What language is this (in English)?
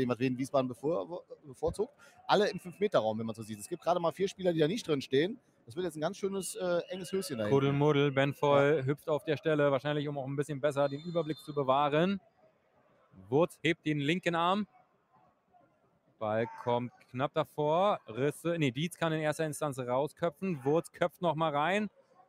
German